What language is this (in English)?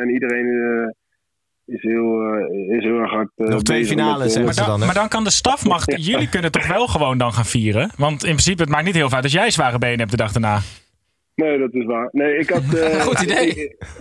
Dutch